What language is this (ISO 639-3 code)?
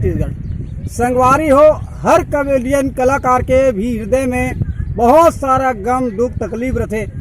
hne